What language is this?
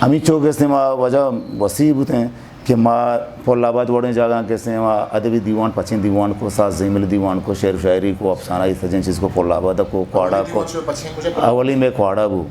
Eastern Balochi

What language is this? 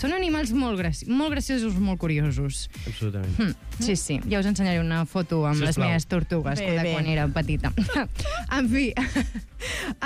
Catalan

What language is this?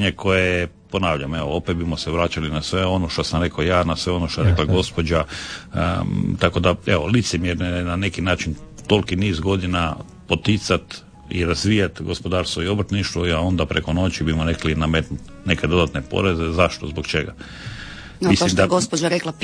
Croatian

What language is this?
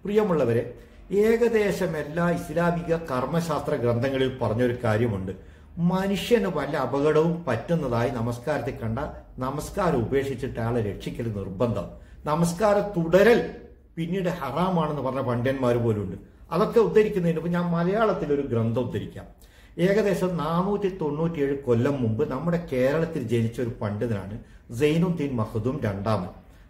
Malayalam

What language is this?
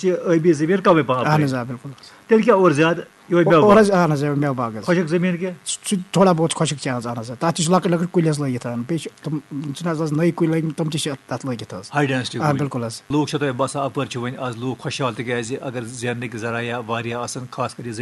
Kashmiri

